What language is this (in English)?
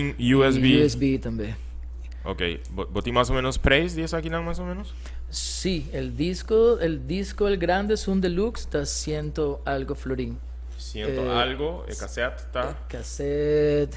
Papiamento